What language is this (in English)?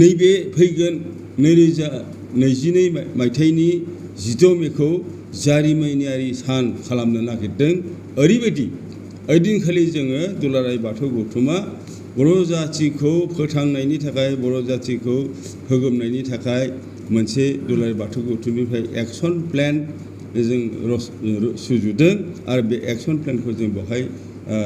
Bodo